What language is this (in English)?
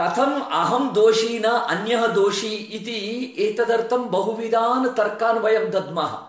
Sanskrit